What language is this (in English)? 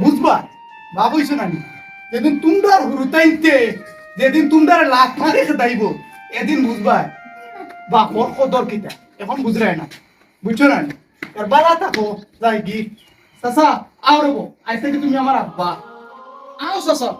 Sylheti